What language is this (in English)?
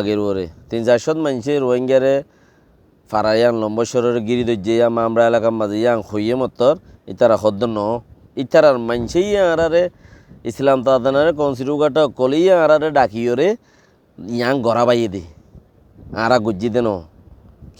Rohingya